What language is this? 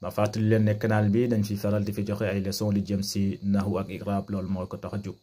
Wolof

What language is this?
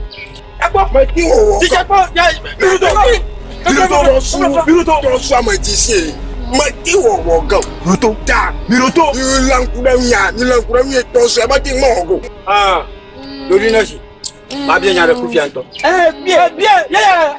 Ewe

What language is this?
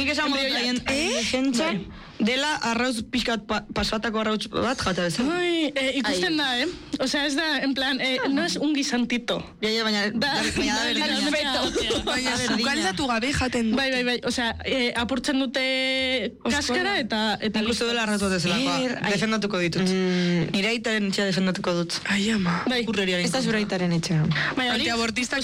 Basque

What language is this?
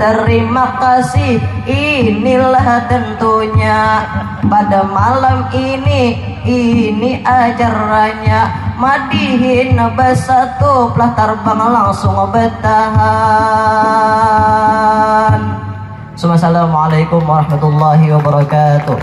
Banjar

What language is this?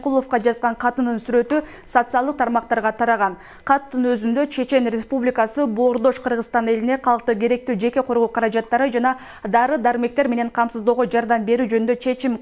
Kyrgyz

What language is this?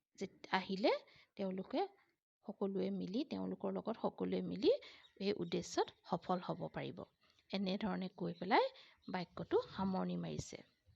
Assamese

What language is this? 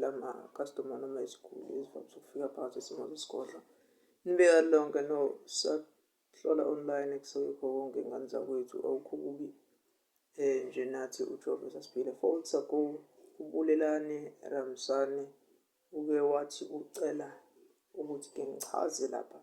Zulu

